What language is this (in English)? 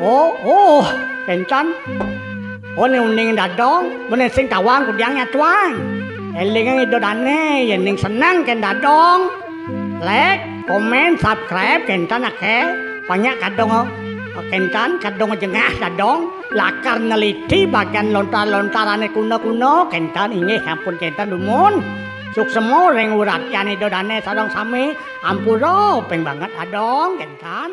Balinese